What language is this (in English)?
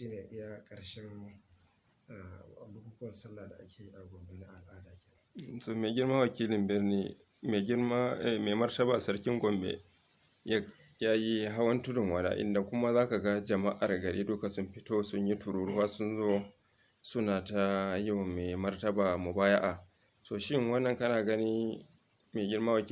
Hausa